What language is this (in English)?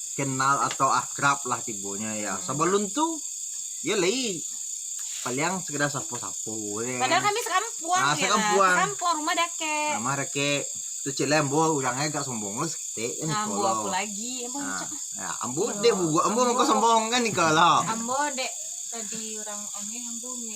Minangkabau